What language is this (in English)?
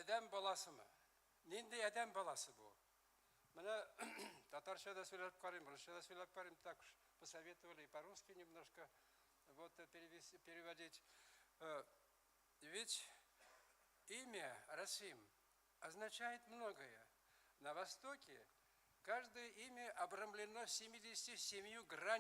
Tatar